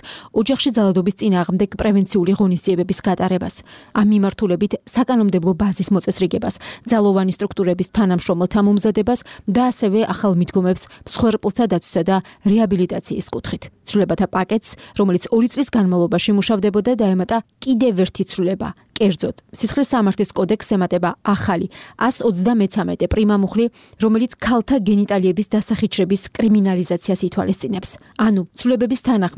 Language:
Georgian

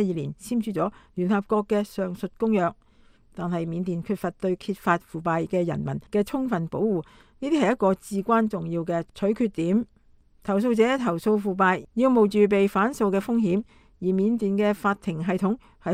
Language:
Cantonese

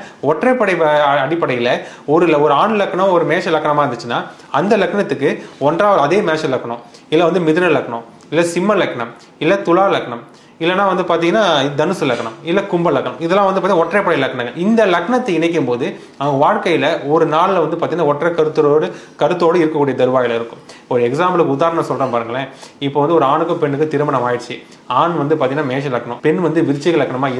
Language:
Tamil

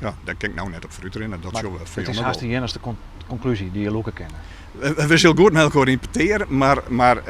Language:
Western Frisian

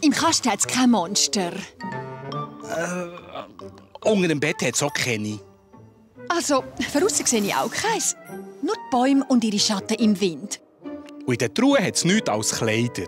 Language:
Swiss German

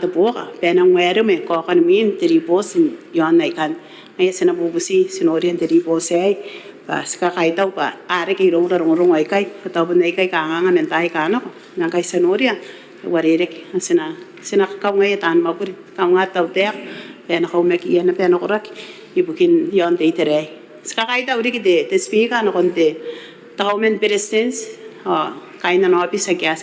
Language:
Gilbertese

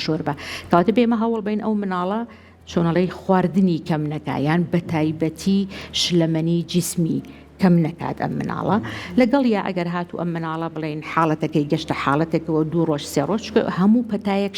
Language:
Central Kurdish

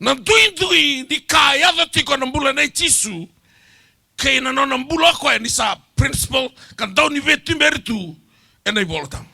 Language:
Fijian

